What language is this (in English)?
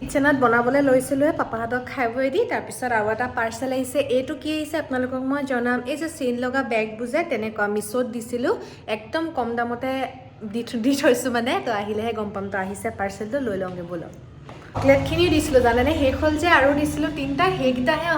Assamese